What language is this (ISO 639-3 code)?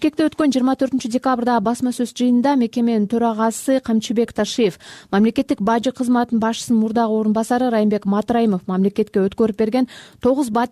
kir